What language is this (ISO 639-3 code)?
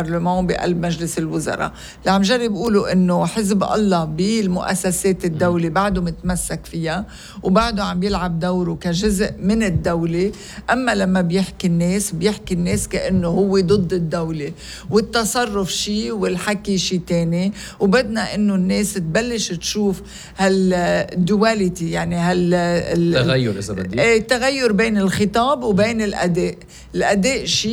apc